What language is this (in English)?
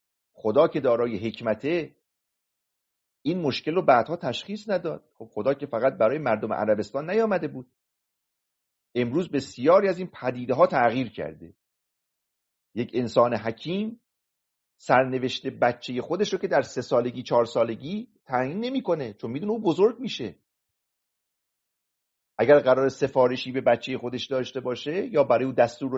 Persian